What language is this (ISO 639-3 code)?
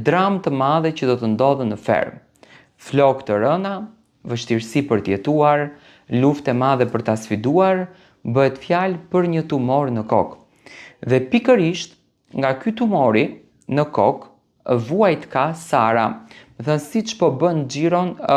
sqi